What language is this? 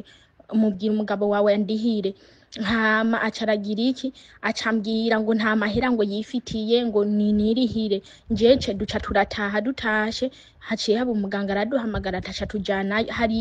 Rundi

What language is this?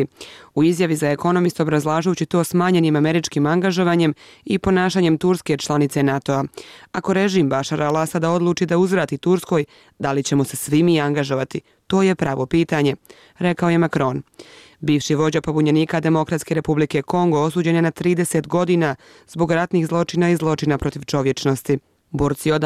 Bosnian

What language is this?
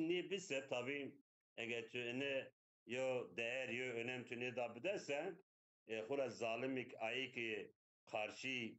Zaza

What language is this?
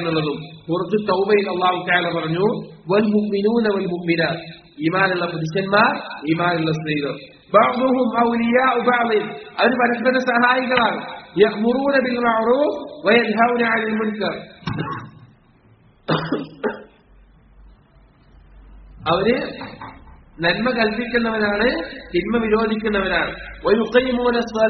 Malayalam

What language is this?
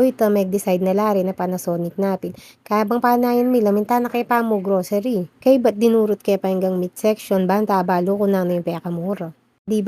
Pampanga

